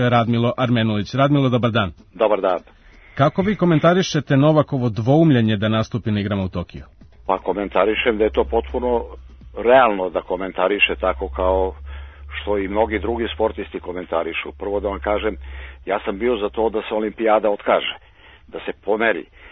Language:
Serbian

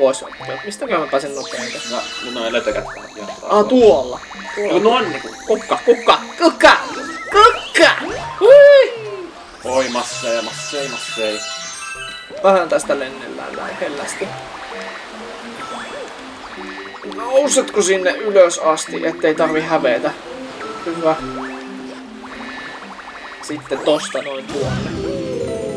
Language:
Finnish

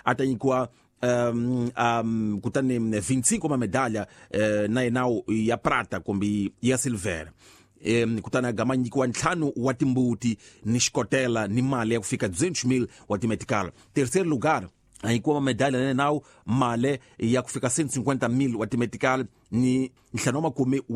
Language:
Tsonga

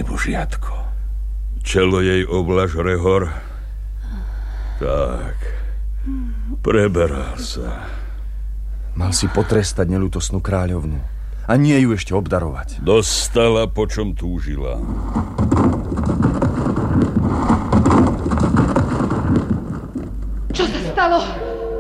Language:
Slovak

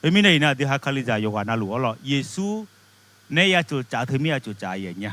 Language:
Akha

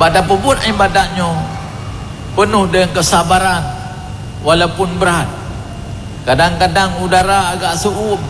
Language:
Achinese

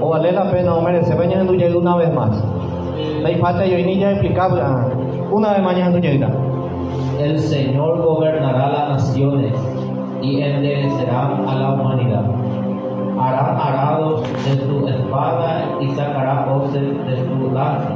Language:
Guarani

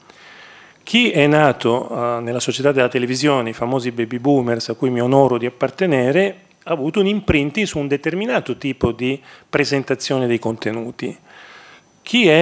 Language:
Italian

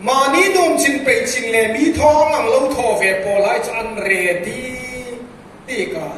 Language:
Hmar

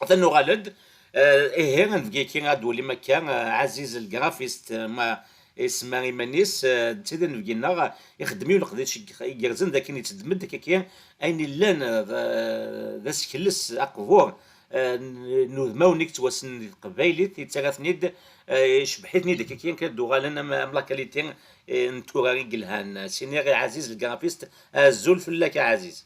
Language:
Kabyle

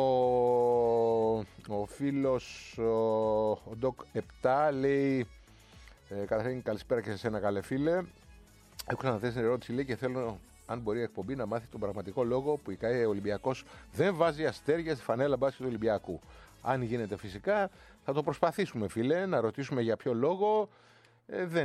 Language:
Greek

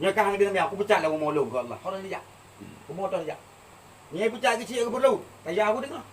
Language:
Achinese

